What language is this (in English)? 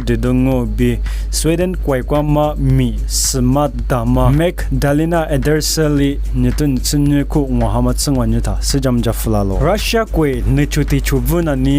Lisu